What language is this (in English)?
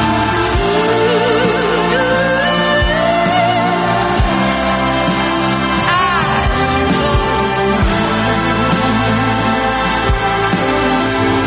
German